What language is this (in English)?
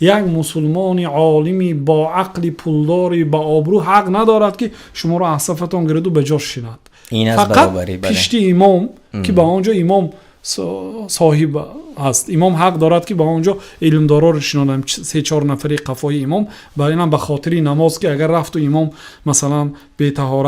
Tajik